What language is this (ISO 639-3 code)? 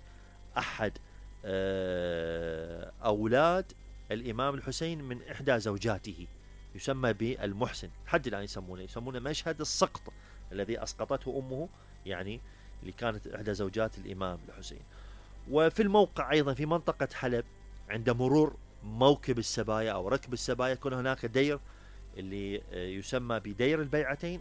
acm